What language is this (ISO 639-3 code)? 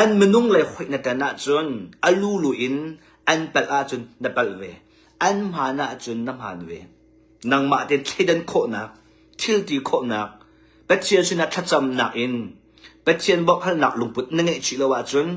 cnh